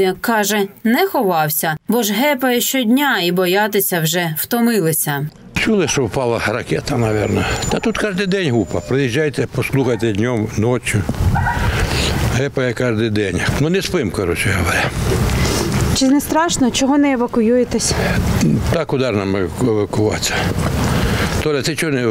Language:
Ukrainian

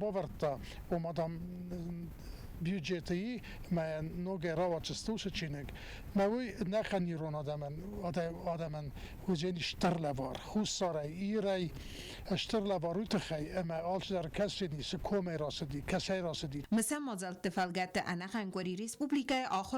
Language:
Ossetic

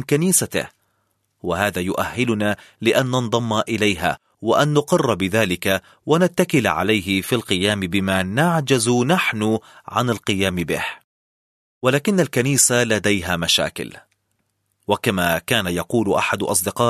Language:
Arabic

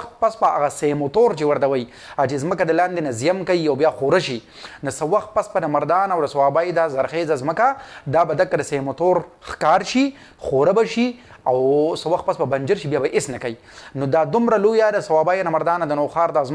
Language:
Pashto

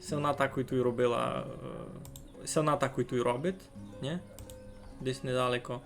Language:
Rusyn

